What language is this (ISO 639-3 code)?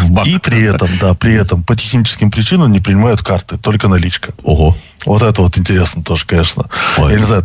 rus